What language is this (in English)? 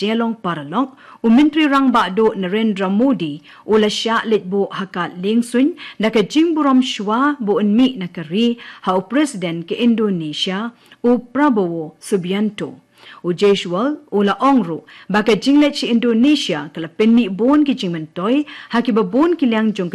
Khasi